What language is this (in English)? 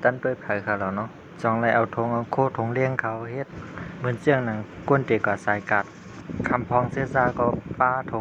Shan